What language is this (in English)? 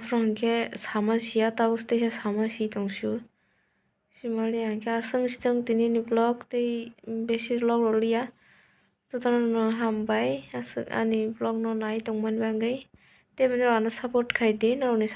Kok Borok